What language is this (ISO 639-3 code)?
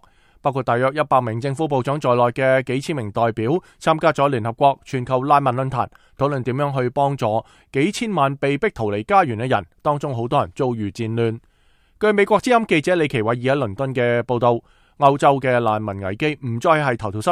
yue